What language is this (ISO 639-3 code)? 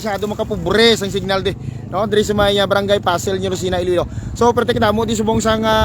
hil